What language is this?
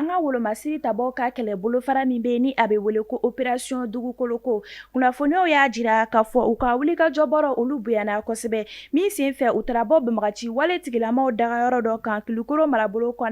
Bambara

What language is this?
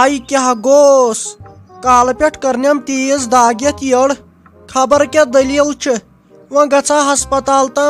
Kashmiri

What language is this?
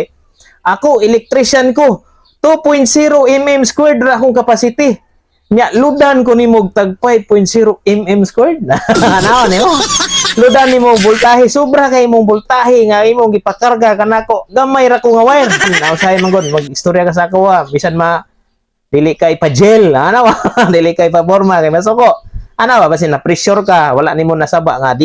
Cebuano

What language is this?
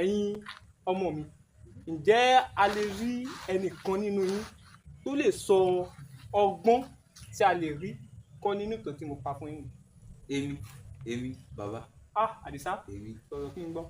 Yoruba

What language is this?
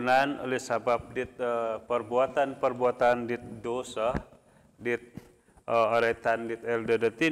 Central Dusun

